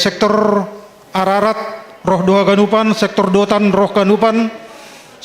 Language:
Batak Simalungun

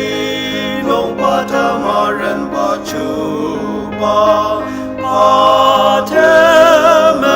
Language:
Ao Naga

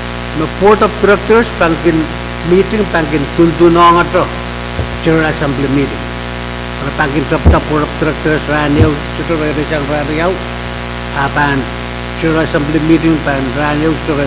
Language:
Pohnpeian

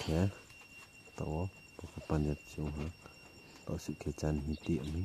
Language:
Riang (India)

